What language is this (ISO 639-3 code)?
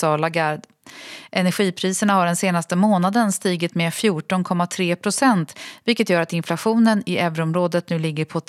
swe